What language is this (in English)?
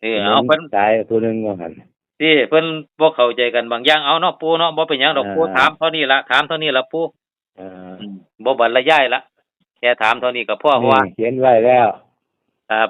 Northeastern Thai